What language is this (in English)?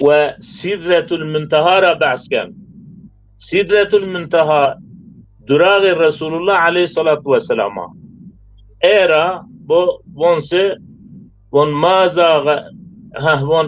Zaza